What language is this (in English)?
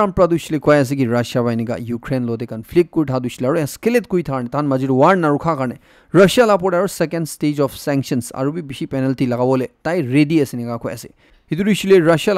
Naga Pidgin